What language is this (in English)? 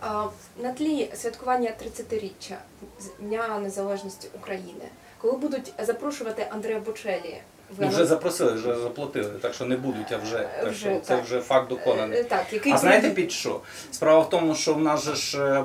Ukrainian